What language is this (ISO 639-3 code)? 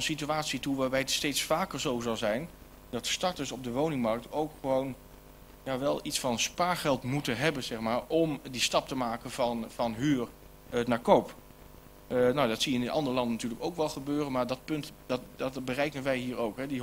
nld